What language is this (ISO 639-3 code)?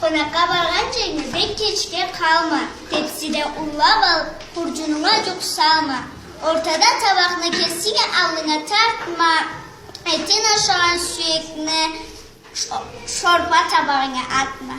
krc